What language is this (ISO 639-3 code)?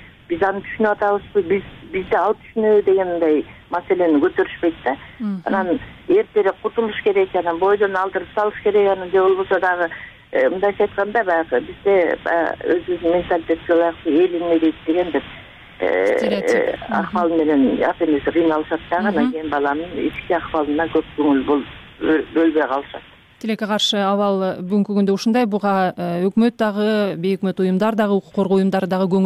kir